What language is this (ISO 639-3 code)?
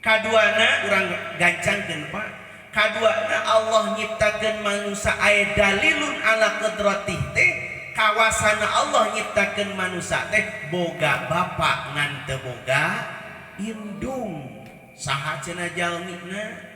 sun